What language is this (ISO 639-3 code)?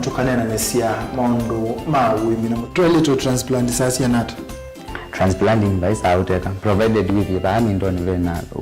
kam